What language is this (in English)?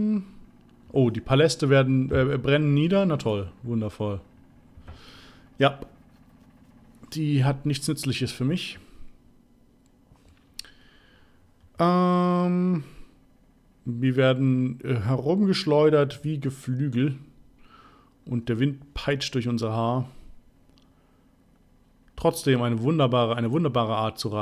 German